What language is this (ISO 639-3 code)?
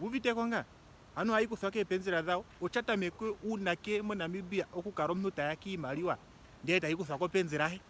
ndo